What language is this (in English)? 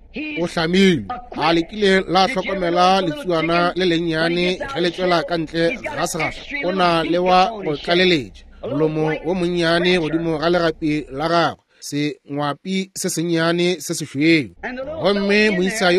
Northern Sotho